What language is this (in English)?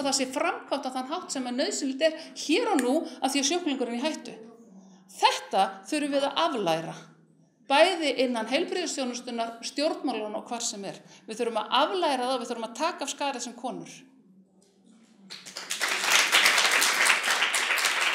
Icelandic